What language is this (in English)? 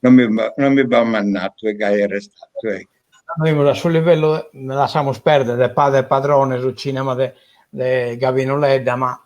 Sardinian